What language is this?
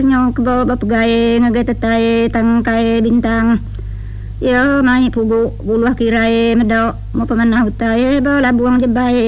Iban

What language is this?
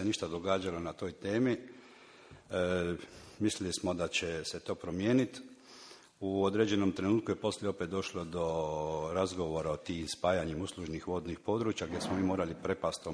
Croatian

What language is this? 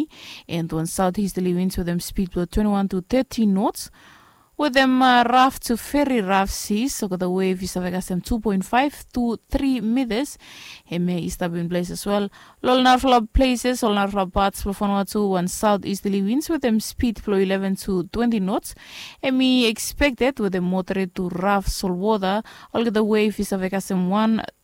Bislama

